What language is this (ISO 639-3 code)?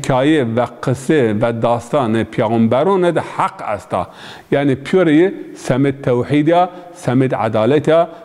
zza